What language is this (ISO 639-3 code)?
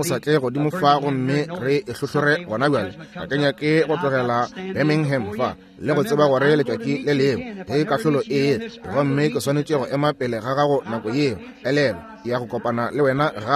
nso